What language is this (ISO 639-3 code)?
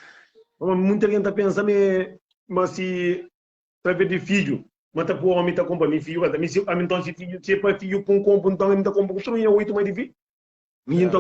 kea